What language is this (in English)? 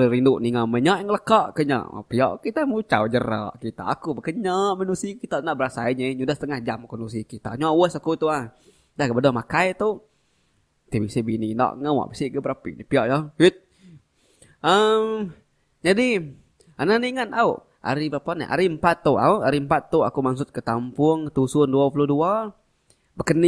Iban